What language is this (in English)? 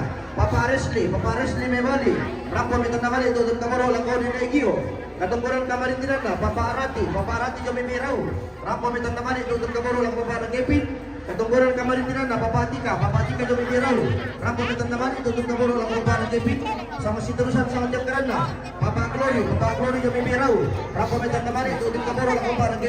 Toraja-Sa'dan